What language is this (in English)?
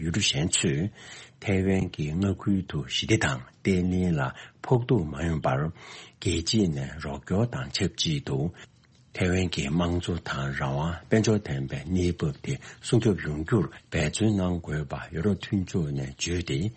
Tibetan